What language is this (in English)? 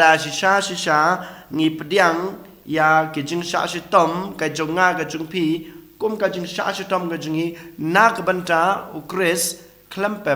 Khasi